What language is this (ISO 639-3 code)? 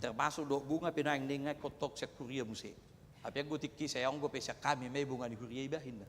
bbc